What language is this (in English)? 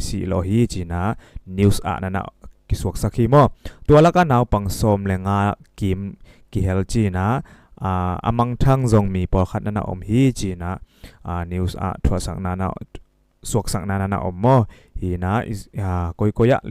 Tedim Chin